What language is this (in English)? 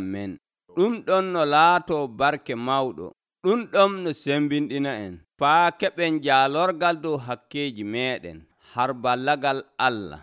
Nigerian Fulfulde